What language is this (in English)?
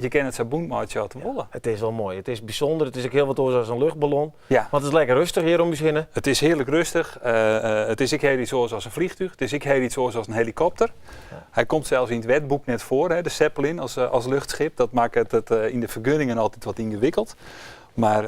Western Frisian